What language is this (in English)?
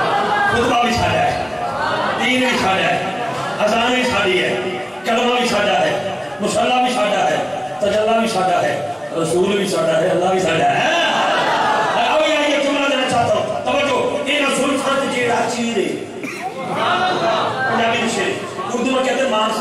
Urdu